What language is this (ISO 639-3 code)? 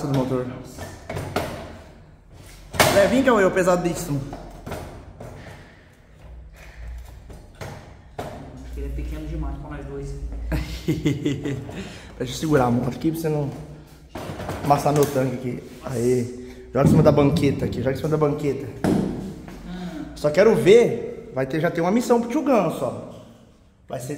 por